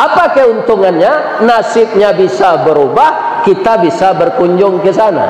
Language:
Minangkabau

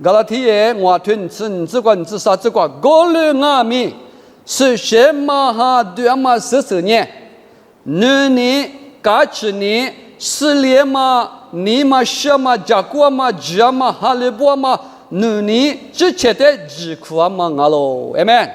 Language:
Lisu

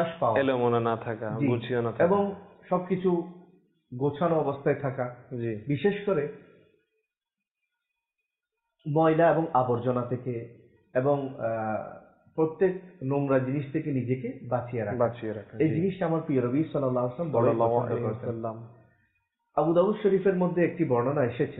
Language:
Bangla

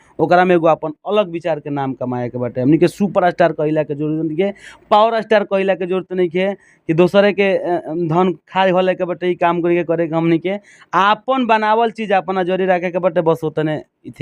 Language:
Bhojpuri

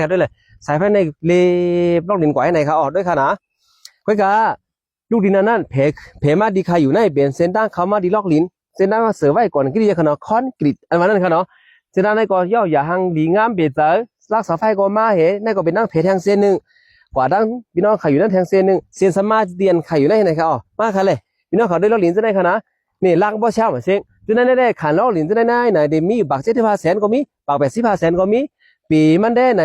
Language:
Shan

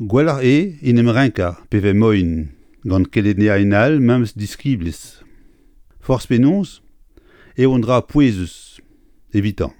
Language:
Breton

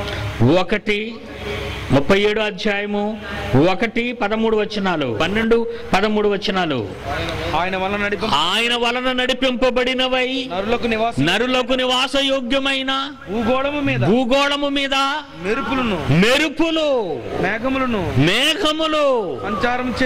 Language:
Telugu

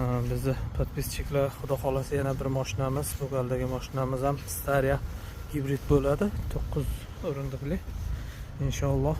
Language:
Uzbek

